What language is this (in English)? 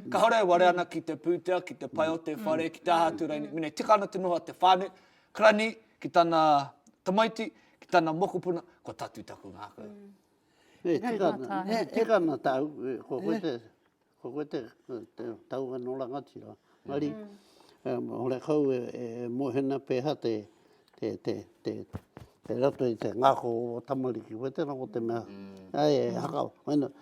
Māori